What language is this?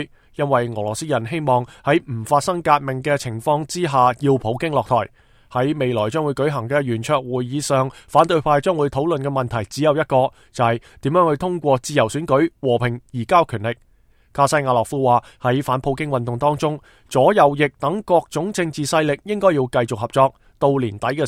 Cantonese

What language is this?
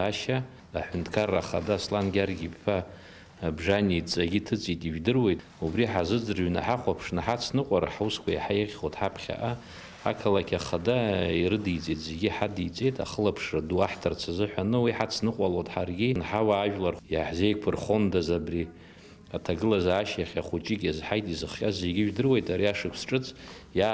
Abkhazian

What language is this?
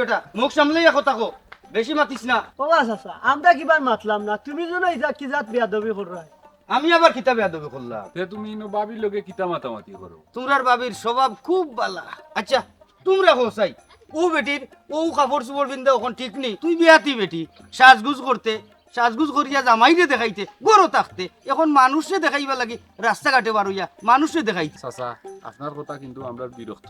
Sylheti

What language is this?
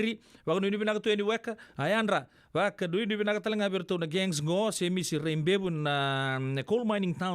Fijian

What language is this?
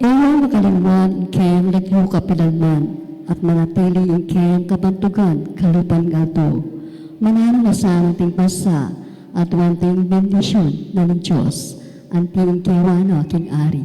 Pampanga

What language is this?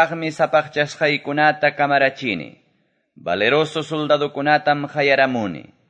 Quechua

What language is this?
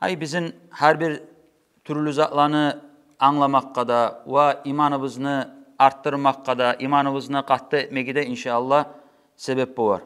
Kumyk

